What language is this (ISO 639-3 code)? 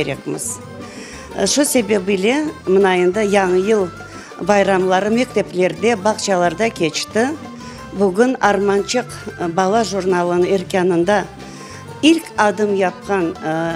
crh